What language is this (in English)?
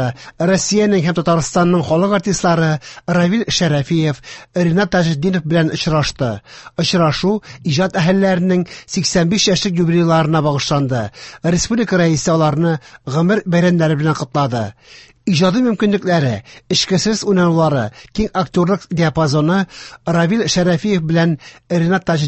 Tatar